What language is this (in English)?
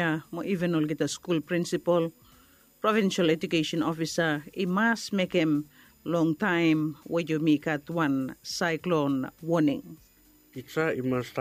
Bislama